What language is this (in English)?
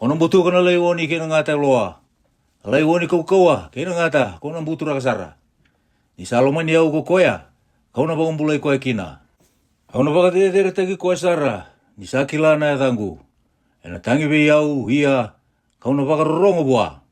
Fijian